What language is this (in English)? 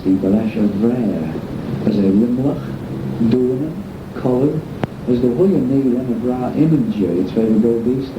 Manx